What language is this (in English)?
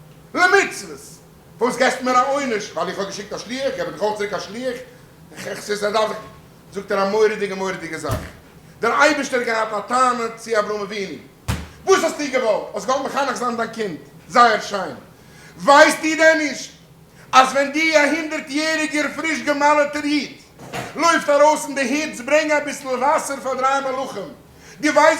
Yiddish